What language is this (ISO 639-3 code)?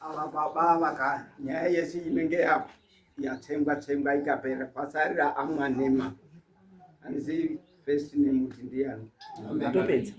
sna